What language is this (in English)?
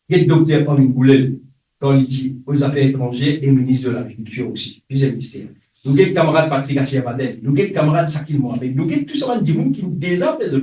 Morisyen